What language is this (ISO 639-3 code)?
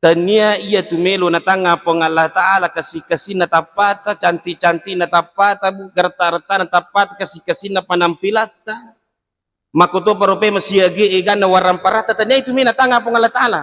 bug